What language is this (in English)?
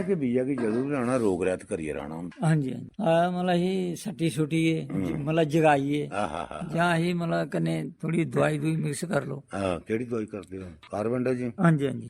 Dogri